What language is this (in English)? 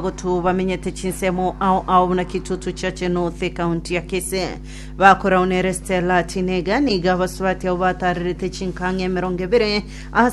Gusii